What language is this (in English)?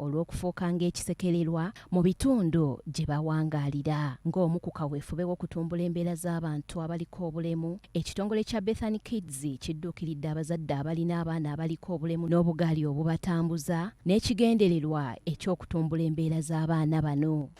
Ganda